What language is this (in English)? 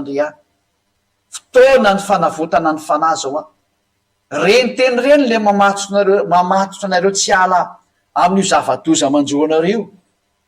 Malagasy